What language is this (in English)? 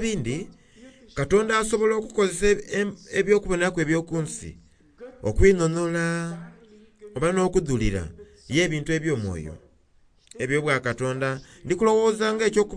Soga